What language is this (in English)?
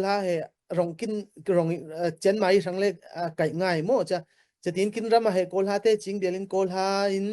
Falam Chin